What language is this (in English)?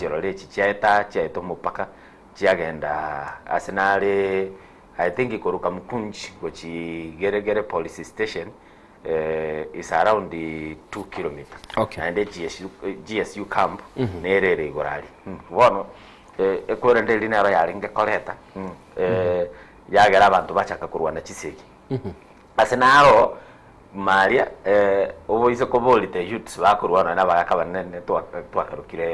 Gusii